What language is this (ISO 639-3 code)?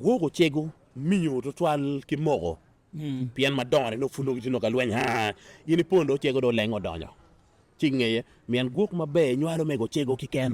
ach